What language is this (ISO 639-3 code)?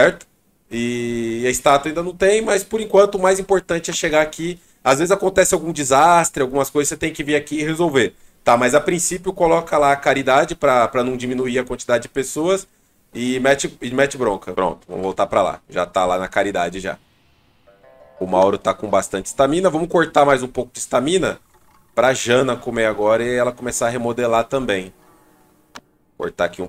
por